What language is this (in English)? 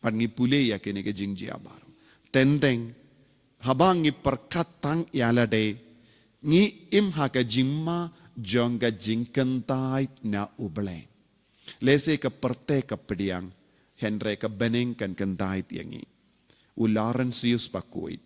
Khasi